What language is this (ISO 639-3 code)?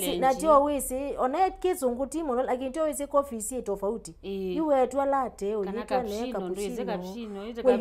kam